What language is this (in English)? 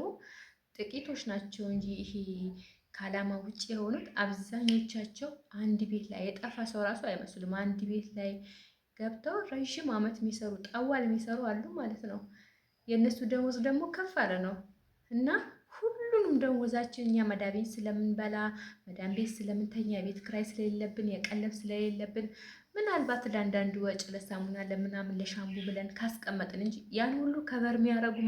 Amharic